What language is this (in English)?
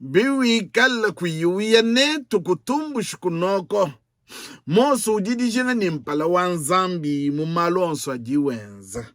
Luba-Lulua